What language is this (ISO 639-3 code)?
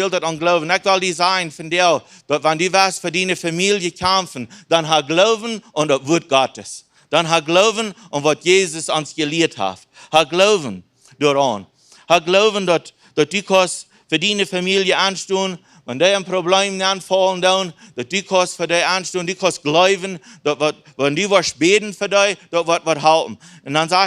pdt